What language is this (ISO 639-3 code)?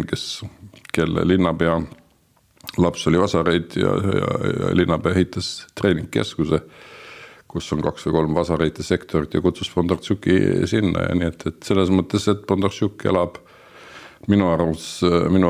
est